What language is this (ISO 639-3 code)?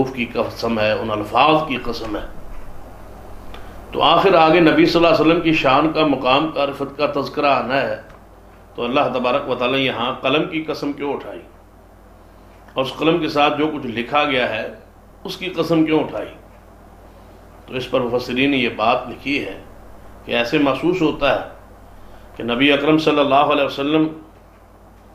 urd